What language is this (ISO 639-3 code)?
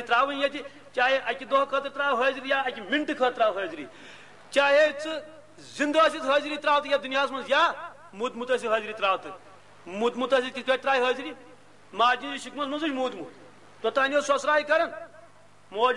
kas